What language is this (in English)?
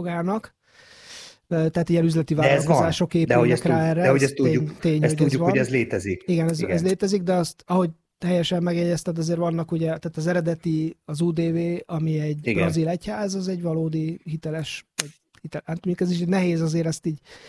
Hungarian